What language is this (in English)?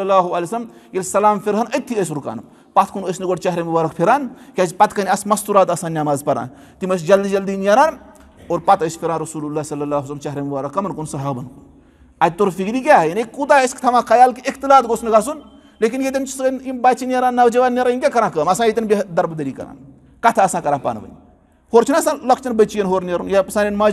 Kashmiri